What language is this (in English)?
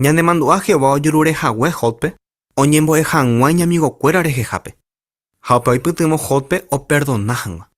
Guarani